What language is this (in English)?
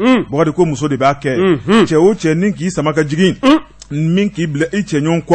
Bambara